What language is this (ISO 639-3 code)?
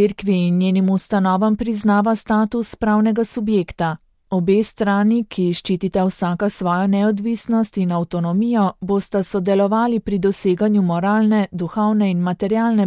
slv